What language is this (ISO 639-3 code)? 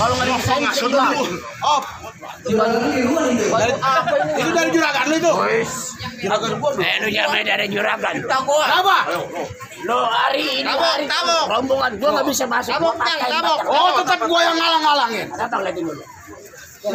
bew